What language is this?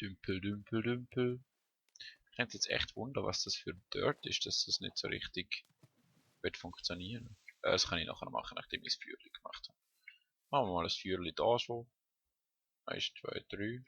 Swiss German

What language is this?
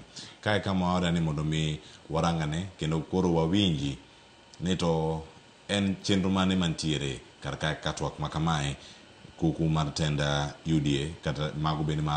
Luo (Kenya and Tanzania)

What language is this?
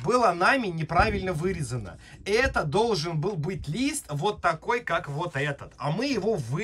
Russian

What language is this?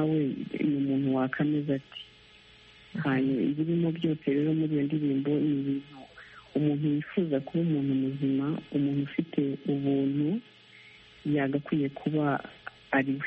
Kinyarwanda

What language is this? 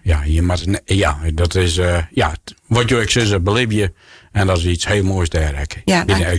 Western Frisian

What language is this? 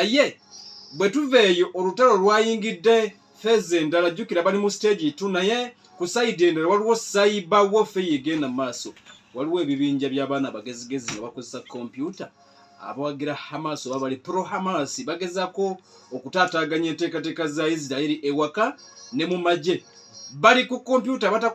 Ganda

